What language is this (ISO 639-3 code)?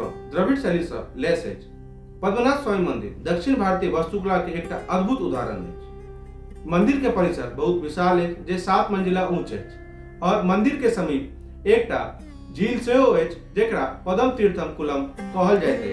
mai